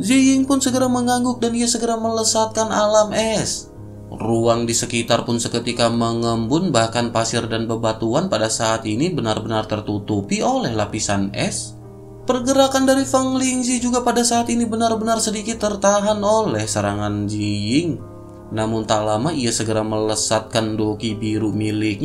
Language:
Indonesian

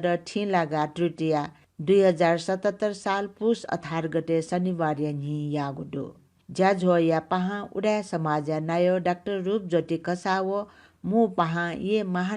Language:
Newari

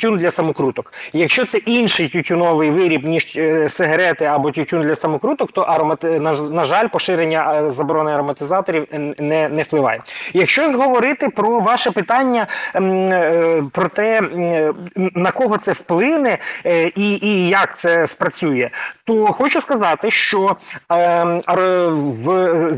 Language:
Ukrainian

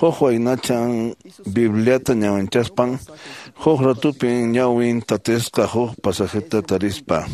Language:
Quechua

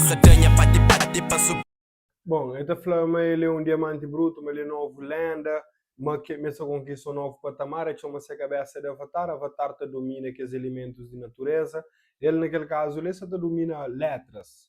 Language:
Kabuverdianu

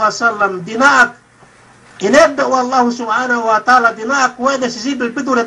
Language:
Yakan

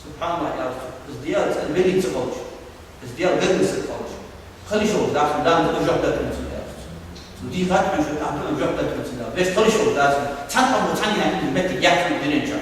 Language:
Ingush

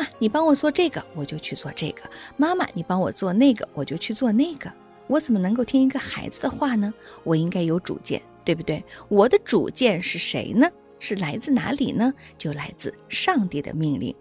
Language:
Chinese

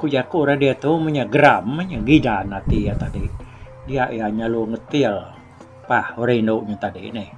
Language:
Iban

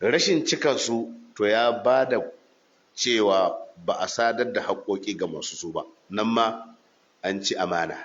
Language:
Hausa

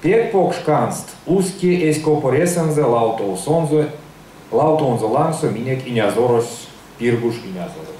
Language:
Erzya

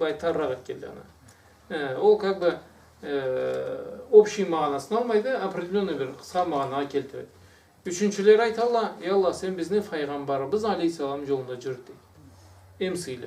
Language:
Karachay-Balkar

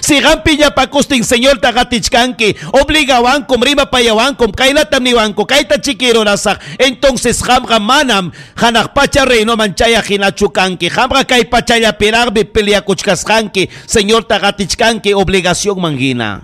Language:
Ayacucho Quechua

